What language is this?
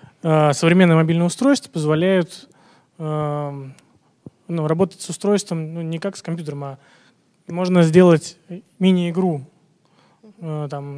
Russian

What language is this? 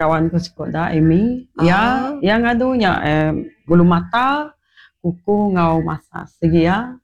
Iban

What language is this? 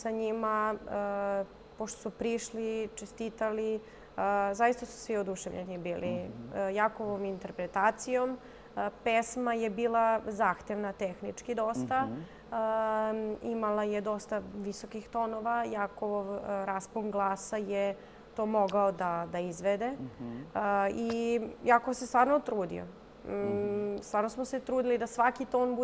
Serbian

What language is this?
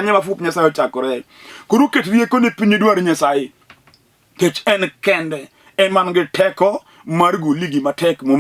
Luo (Kenya and Tanzania)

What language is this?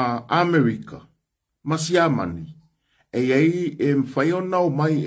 Samoan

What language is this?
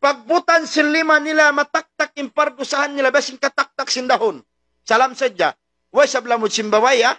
Tausug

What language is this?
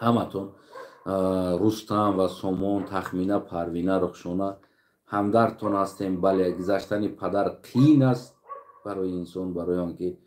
Tajik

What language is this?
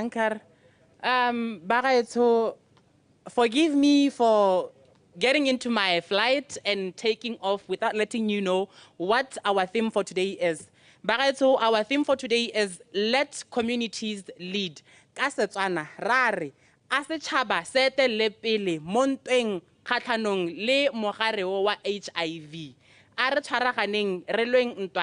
Tswana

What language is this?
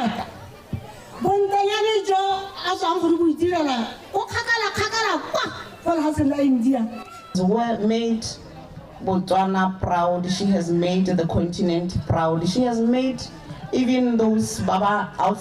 Tswana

